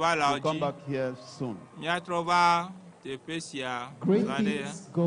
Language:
Ewe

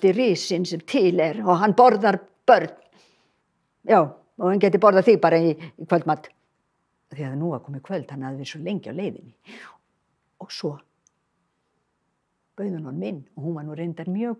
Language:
Icelandic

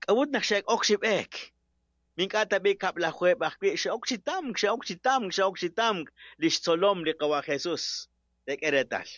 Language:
Kekchí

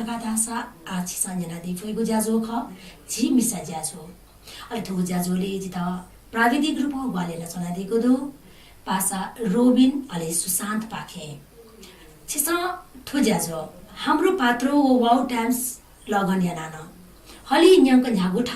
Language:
Newari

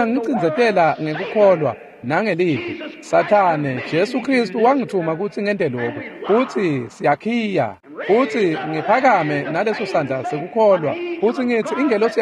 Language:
Swati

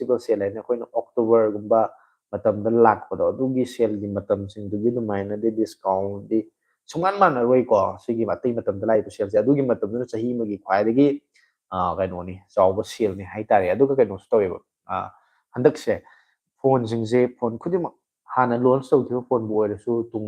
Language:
Manipuri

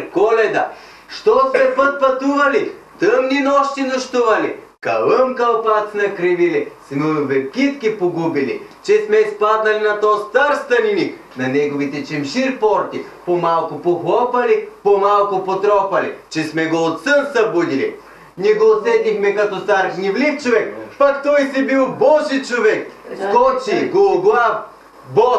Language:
Bulgarian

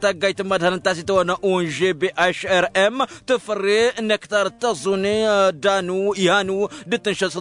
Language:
Tamasheq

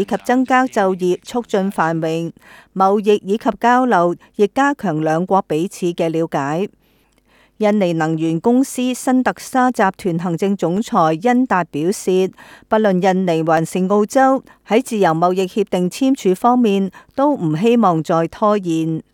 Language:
Cantonese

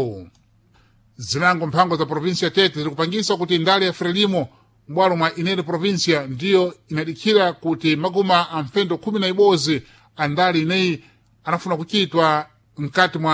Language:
Sena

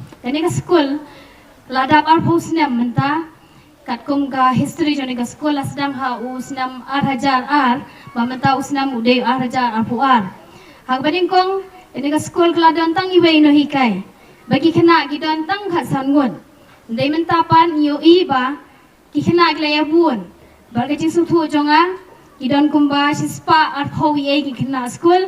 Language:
Khasi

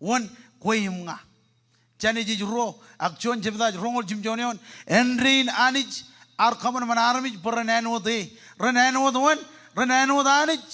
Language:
Marshallese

